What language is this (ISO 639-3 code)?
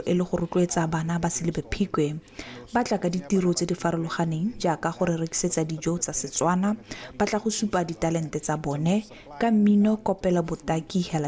tsn